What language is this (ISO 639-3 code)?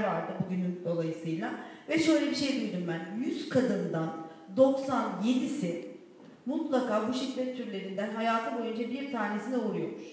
tur